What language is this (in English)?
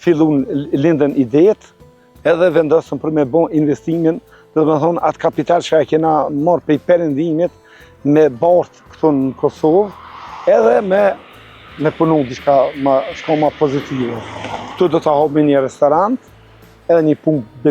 Albanian